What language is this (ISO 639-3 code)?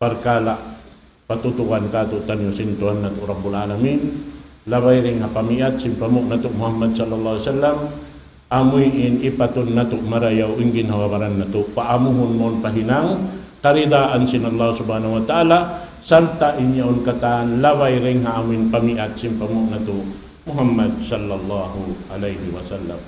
tsg